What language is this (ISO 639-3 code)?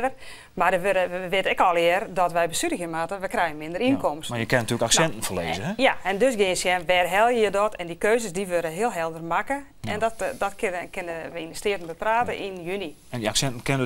fry